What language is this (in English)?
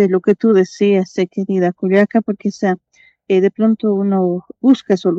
Spanish